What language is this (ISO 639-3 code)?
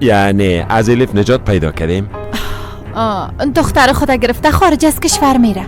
fas